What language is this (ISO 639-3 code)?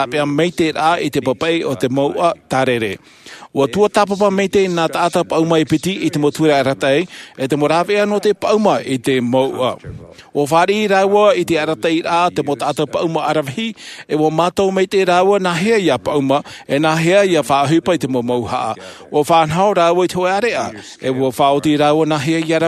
tah